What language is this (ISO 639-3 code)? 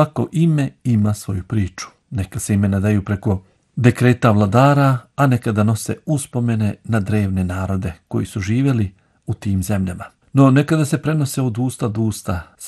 hrv